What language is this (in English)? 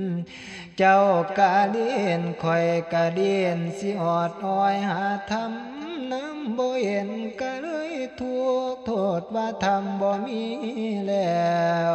Northeastern Thai